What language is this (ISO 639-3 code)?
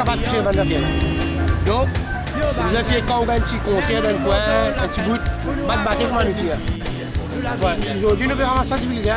mfe